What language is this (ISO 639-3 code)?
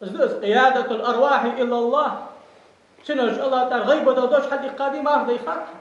inh